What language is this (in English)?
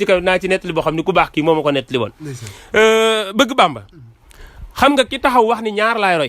Wolof